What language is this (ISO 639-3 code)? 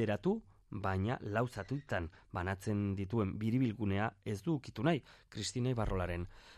eus